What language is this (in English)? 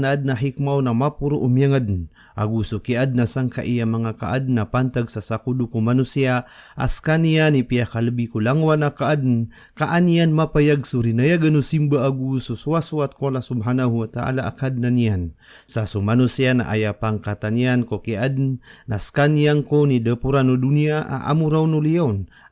Maranao